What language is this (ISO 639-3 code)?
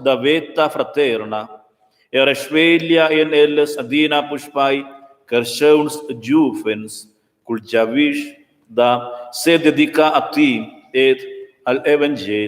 roh